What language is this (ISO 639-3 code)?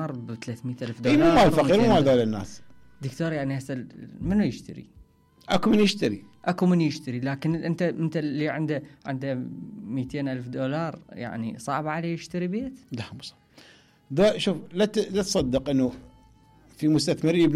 acm